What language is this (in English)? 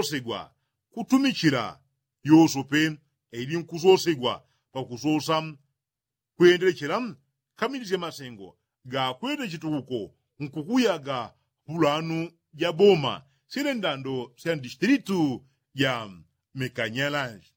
Yao